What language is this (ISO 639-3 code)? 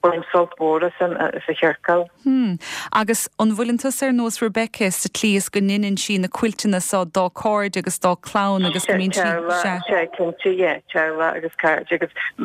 gle